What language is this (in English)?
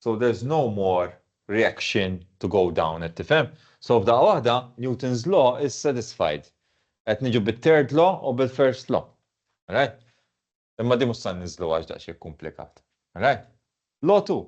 Maltese